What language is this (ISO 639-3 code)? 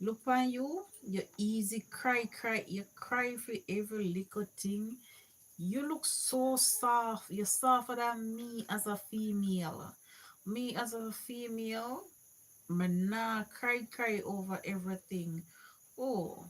jam